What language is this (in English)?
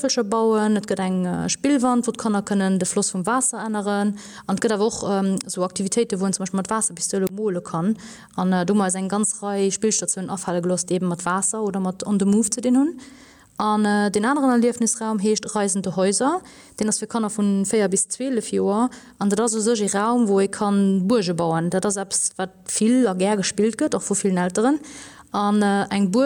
Luxembourgish